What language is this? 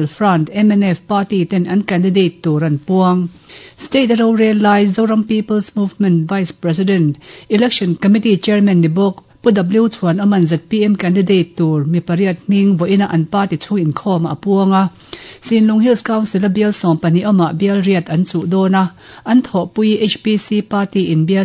Mizo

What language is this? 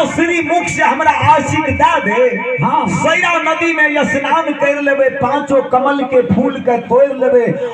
Maithili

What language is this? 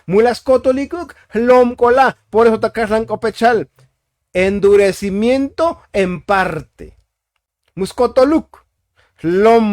Tzotzil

